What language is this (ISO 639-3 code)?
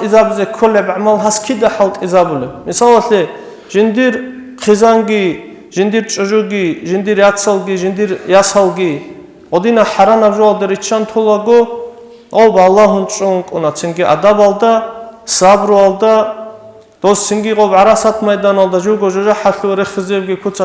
ava